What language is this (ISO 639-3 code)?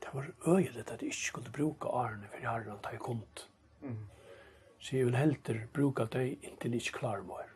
fao